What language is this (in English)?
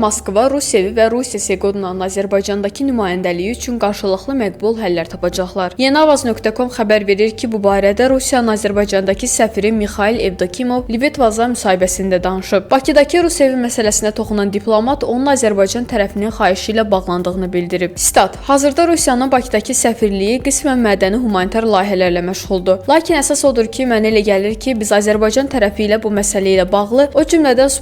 Azerbaijani